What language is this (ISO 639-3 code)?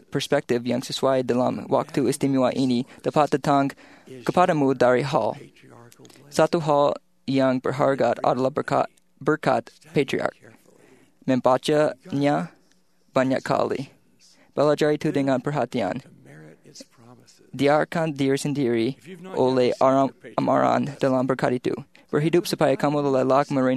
msa